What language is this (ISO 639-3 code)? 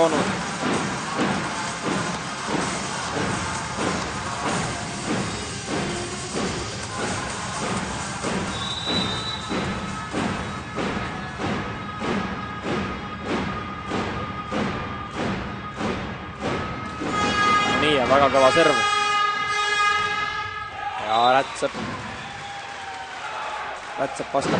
est